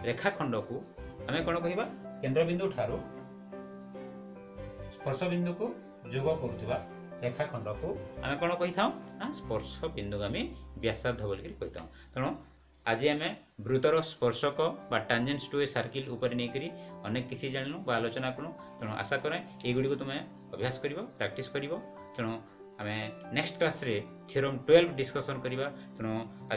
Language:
Odia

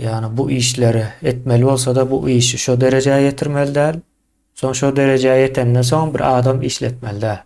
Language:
Turkmen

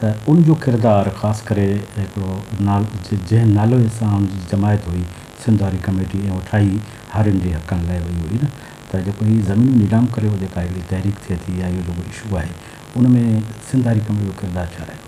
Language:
Sindhi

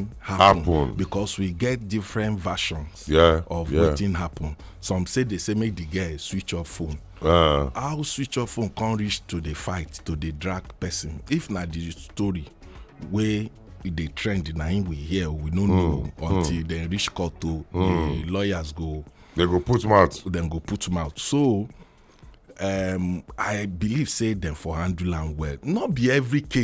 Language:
Nigerian Pidgin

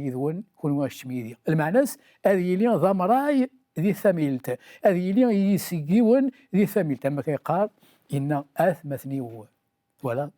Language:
Kabyle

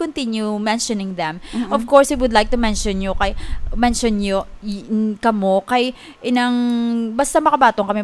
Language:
Hiligaynon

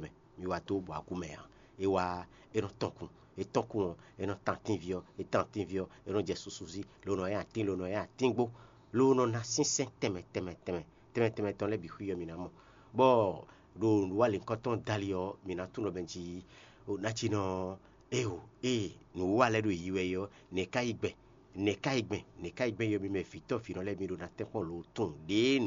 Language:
Fon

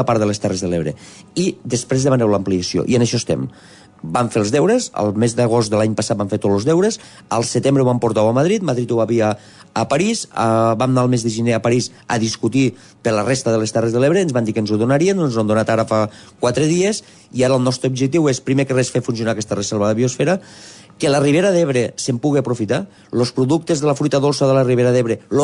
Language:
Catalan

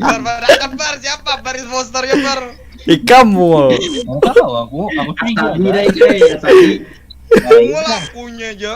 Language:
Banjar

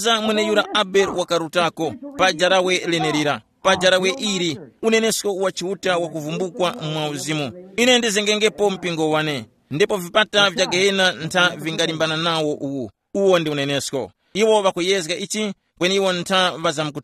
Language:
Tumbuka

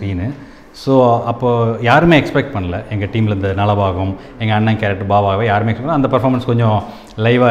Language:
Tamil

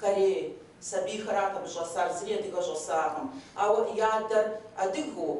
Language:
Kabardian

